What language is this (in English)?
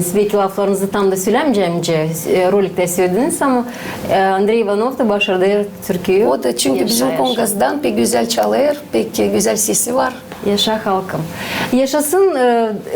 Gagauz